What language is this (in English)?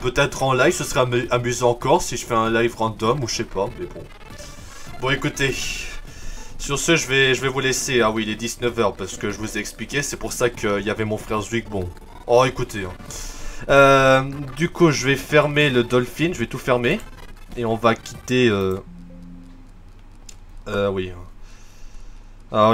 French